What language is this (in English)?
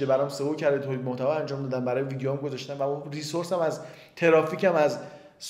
Persian